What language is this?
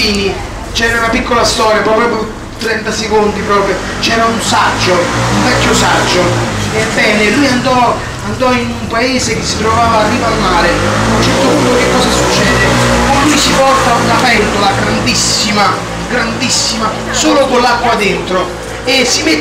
Italian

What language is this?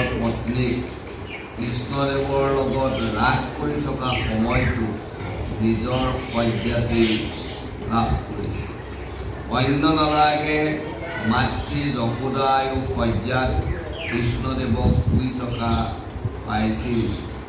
Assamese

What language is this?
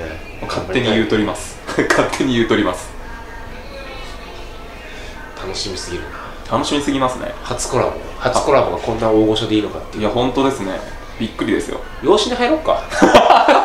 Japanese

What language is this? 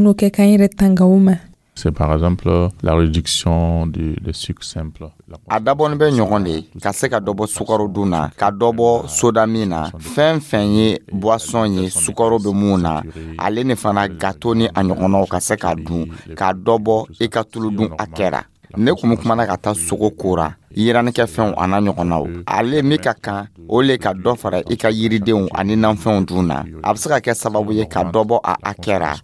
Dyula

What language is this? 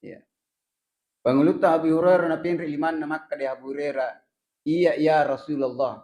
Buginese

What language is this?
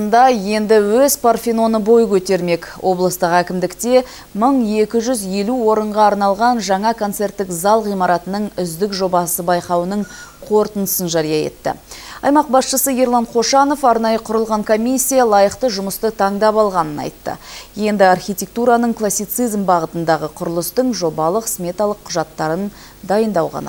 Kazakh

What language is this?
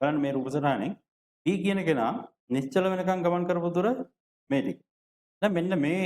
Sinhala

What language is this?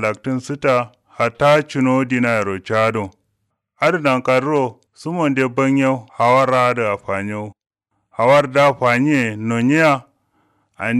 Kanuri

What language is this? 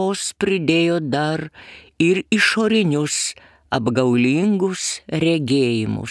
Lithuanian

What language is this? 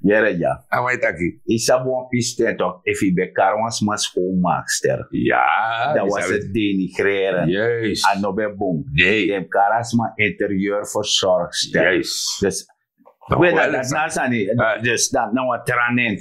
Sranan Tongo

